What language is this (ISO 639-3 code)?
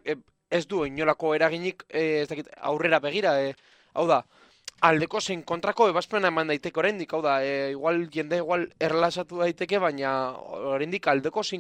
eus